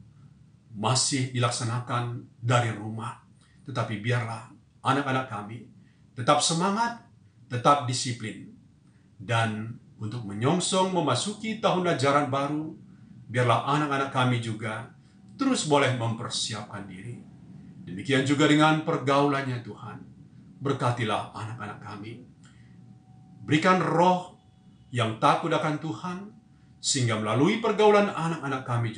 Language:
Indonesian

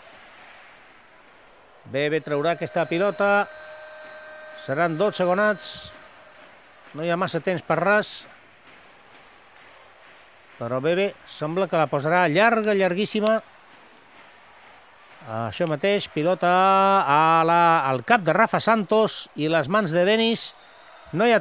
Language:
Catalan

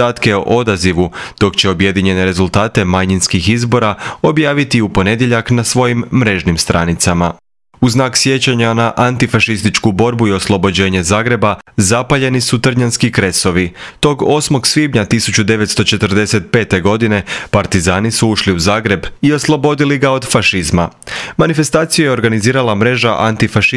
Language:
Croatian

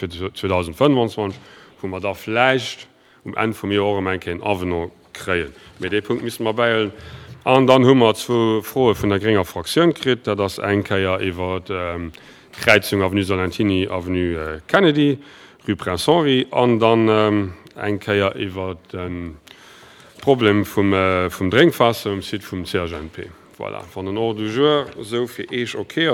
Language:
Luxembourgish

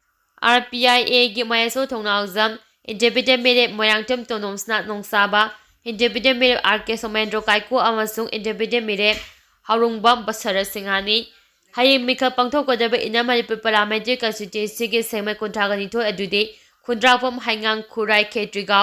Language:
Manipuri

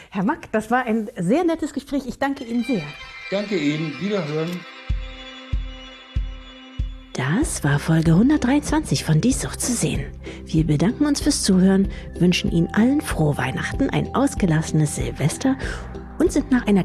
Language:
German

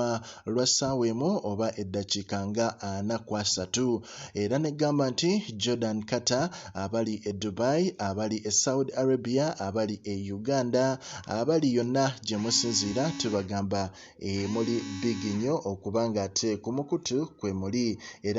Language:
Ganda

